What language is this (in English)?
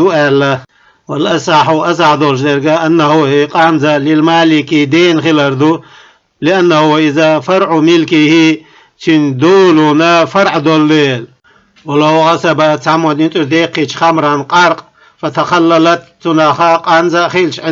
Chechen